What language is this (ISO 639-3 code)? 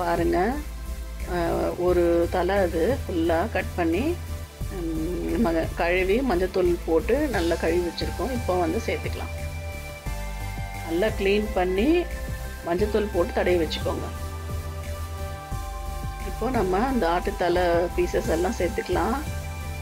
tam